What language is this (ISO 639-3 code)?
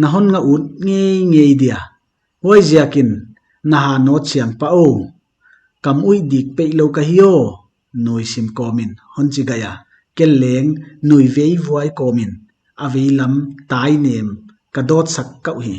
pck